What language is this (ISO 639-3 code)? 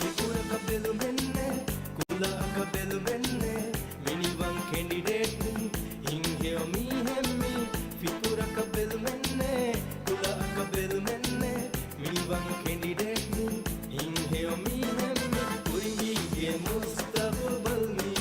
div